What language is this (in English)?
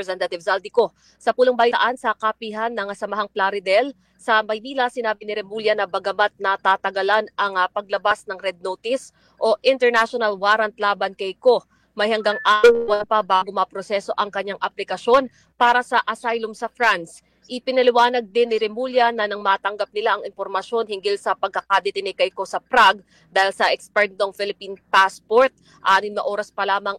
Filipino